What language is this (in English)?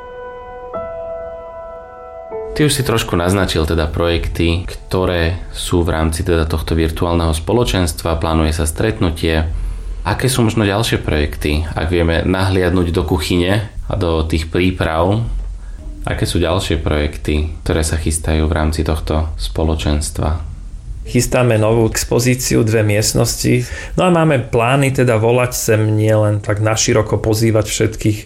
Slovak